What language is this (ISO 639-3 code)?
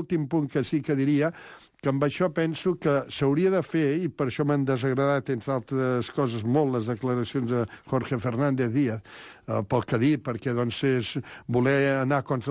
cat